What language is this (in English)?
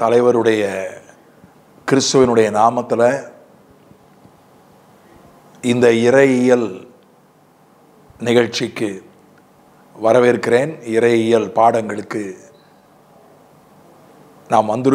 Tamil